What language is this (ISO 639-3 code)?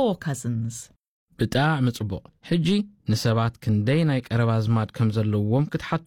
hau